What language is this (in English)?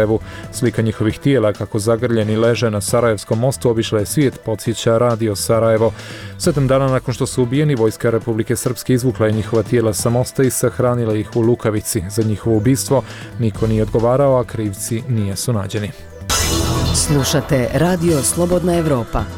Bosnian